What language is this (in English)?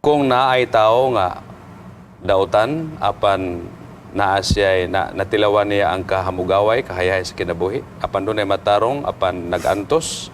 Cebuano